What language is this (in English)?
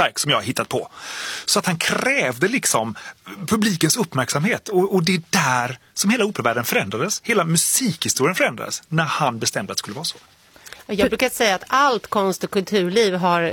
Swedish